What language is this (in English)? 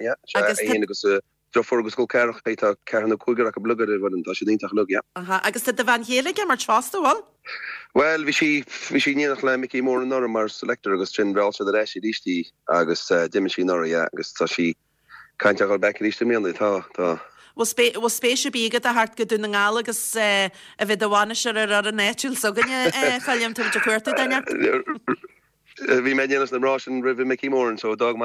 Irish